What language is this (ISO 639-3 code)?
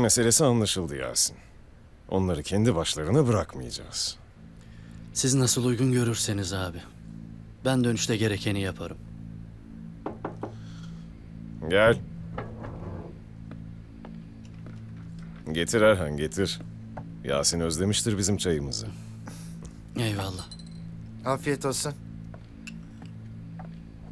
tur